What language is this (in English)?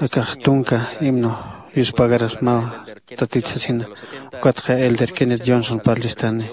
Aymara